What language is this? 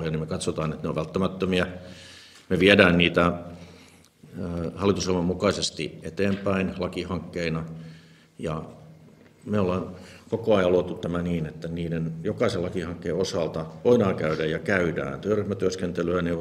Finnish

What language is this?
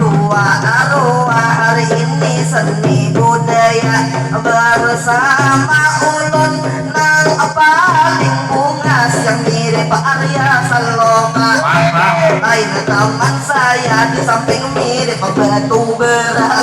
Banjar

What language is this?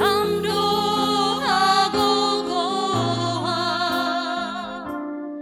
Batak Simalungun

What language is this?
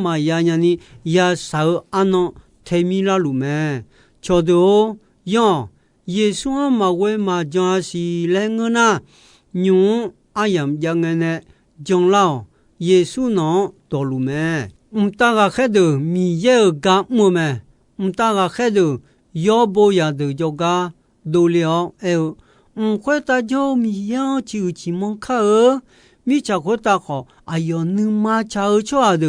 Akha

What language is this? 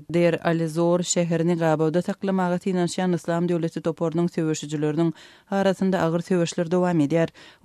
Turkmen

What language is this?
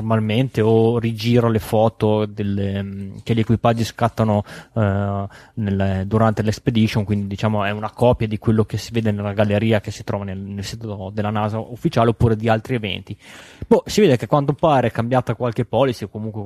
Italian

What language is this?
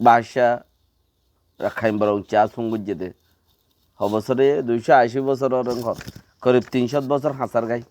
Rohingya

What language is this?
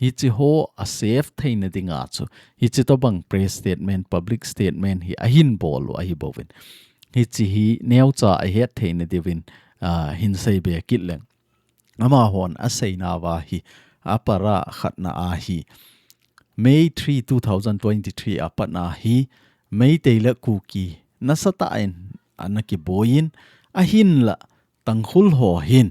Thado Chin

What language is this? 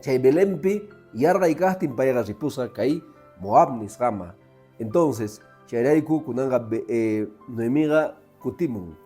Quechua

